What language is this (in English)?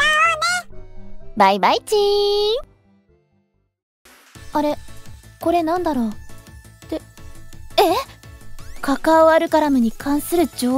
Japanese